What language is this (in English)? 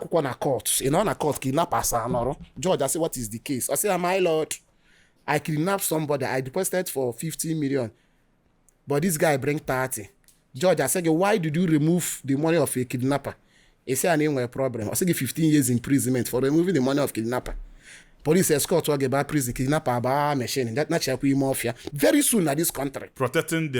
Igbo